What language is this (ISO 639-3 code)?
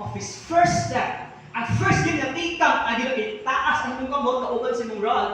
ceb